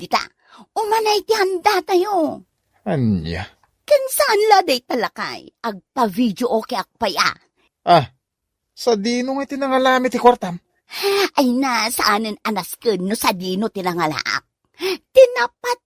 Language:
Iloko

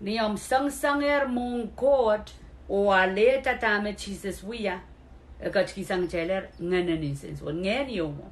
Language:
Pohnpeian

